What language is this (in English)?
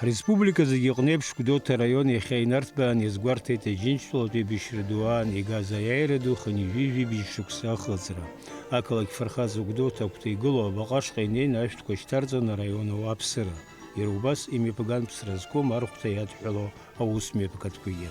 Abkhazian